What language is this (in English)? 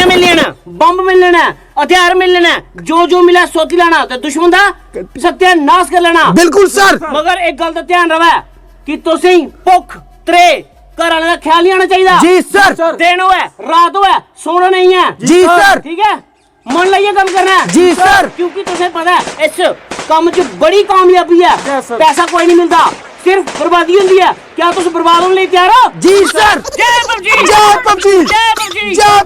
Dogri